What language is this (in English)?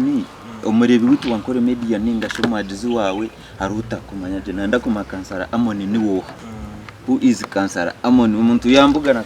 Nyankole